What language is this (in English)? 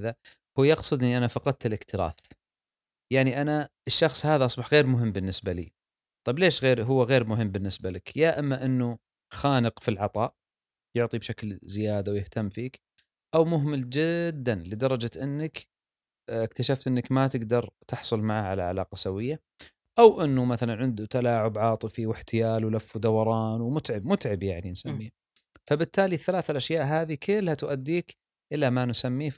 Gulf Arabic